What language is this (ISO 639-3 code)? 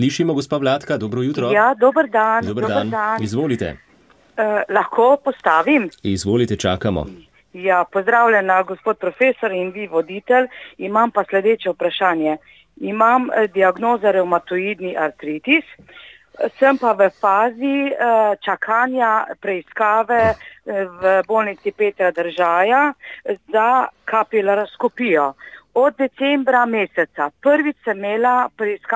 slv